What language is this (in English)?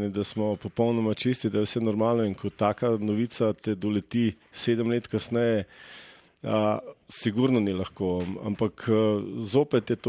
Slovenian